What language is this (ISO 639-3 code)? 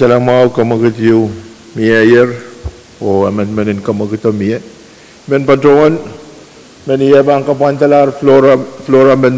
pon